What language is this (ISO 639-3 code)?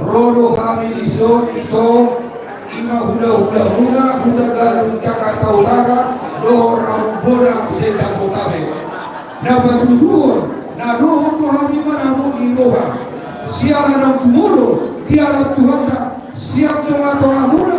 bbc